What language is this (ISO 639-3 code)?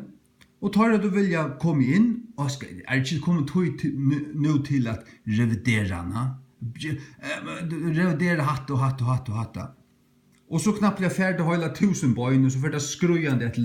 fao